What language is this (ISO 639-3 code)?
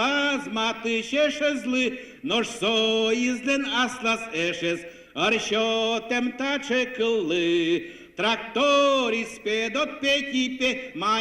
udm